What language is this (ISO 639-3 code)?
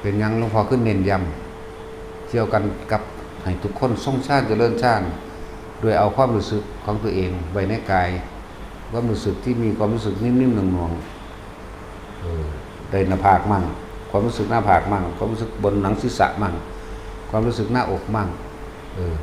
tts